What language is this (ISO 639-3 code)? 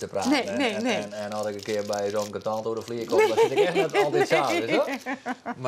fry